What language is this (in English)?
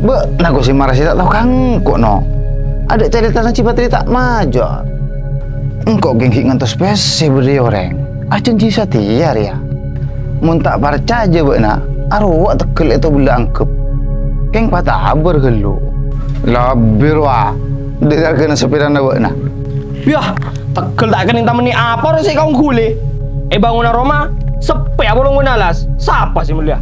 Madurese